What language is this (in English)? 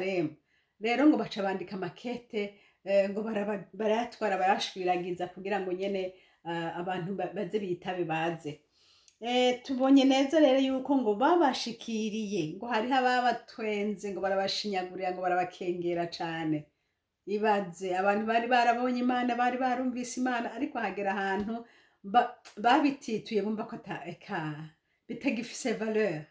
Rundi